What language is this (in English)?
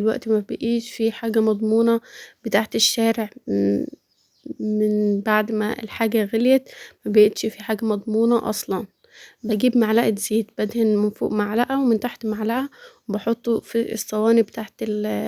Egyptian Arabic